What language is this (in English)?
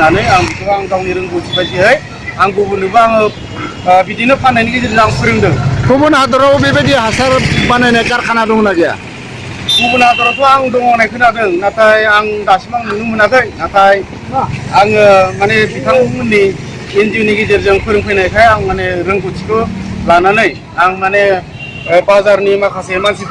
Bodo